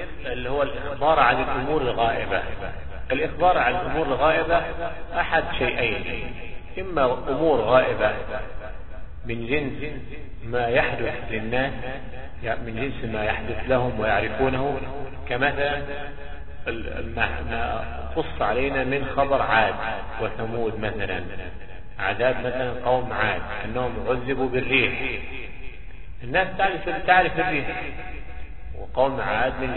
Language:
Arabic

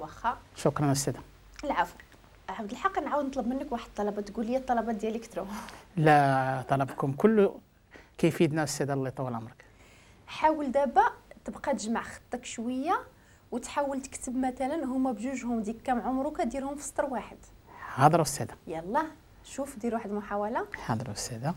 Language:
Moroccan Arabic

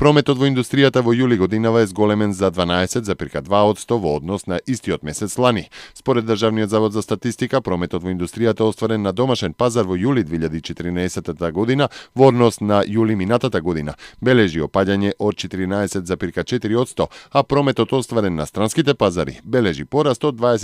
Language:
Macedonian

